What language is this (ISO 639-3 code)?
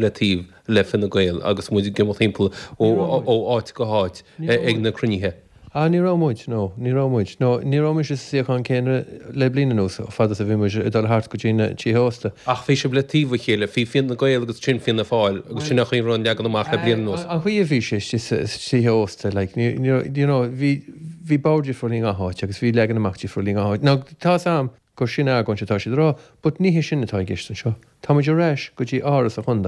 gle